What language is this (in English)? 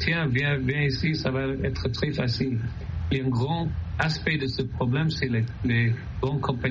French